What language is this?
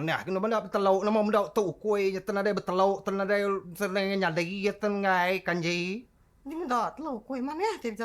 Iban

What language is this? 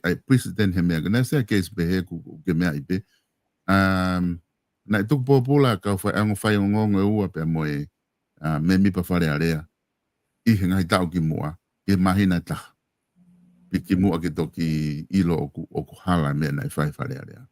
Tongan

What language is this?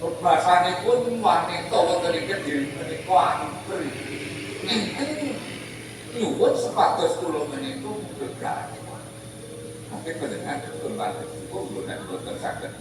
Javanese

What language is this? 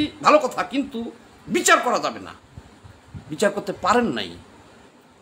Bangla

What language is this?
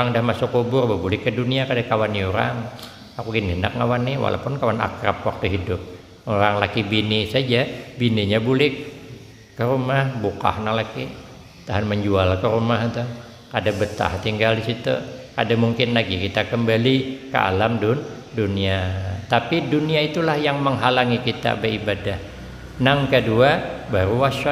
Banjar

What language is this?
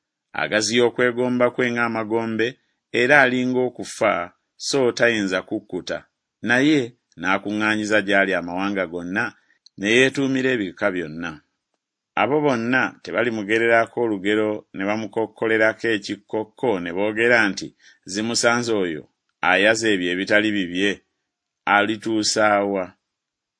Ganda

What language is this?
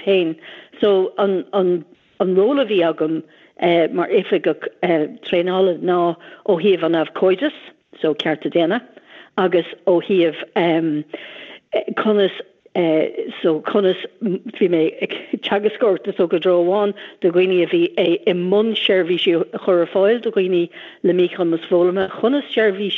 Irish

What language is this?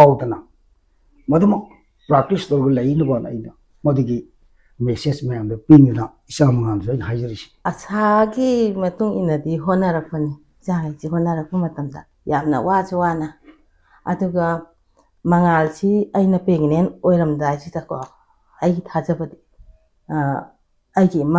Manipuri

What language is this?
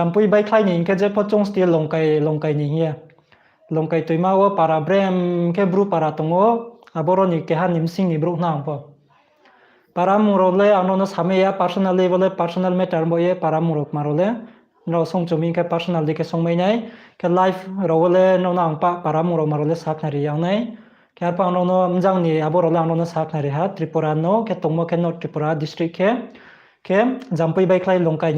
Riang (India)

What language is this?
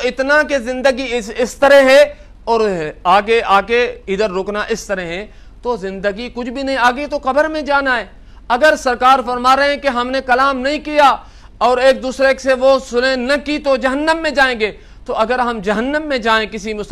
Urdu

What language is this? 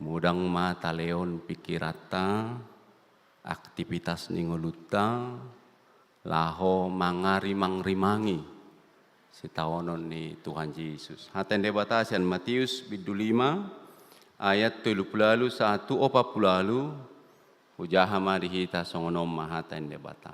Batak Toba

